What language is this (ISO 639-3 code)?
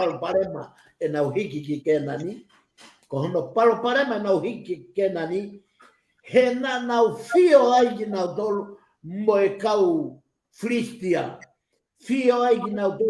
ton